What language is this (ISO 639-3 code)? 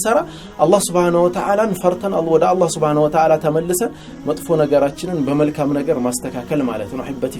amh